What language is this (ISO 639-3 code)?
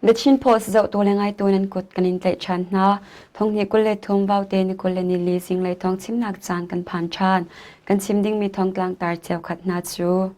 cnh